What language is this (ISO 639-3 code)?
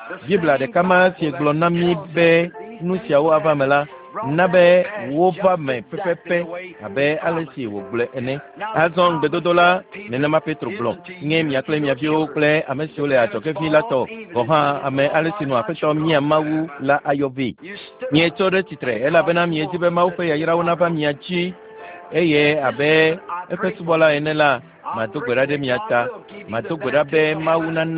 ewe